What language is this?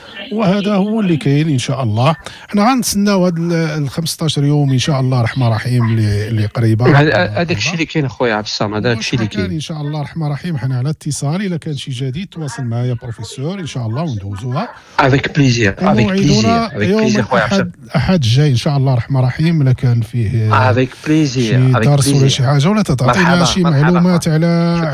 Moroccan Arabic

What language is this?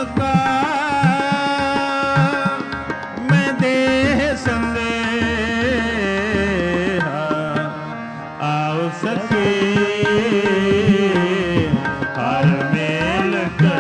Punjabi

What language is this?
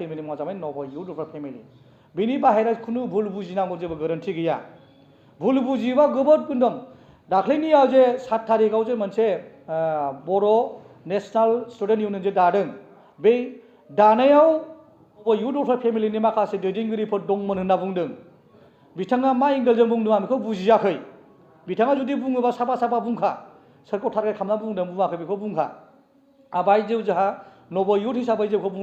Bodo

